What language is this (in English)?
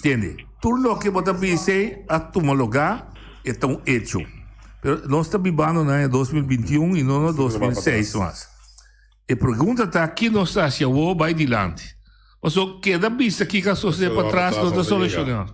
Papiamento